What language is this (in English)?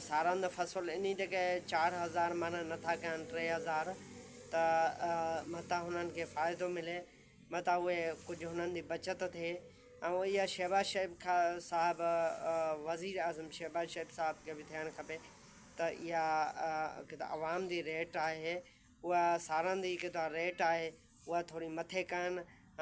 Sindhi